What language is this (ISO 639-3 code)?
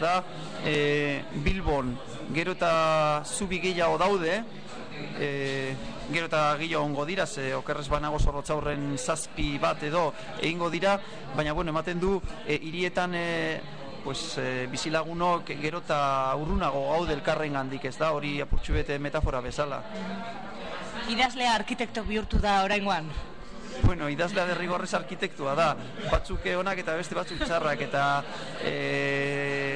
eus